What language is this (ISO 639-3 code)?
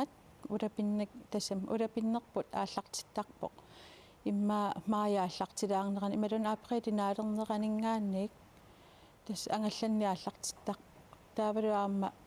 kal